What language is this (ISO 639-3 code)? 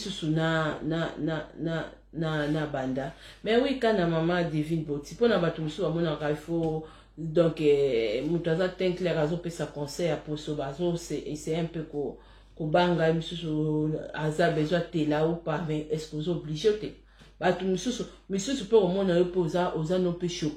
lin